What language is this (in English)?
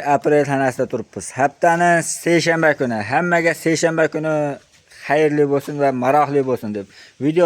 Uzbek